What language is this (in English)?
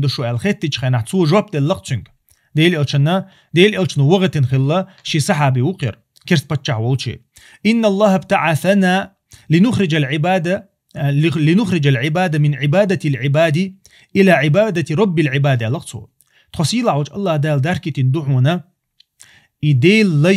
Chechen